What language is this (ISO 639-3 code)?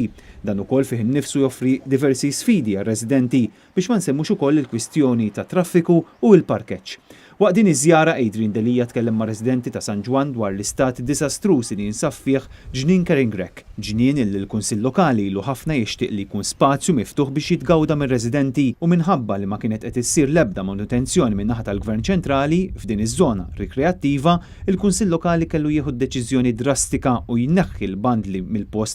mlt